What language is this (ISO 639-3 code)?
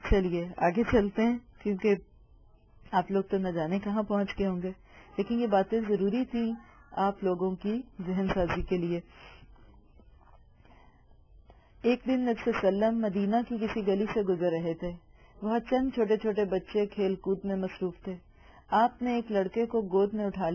urd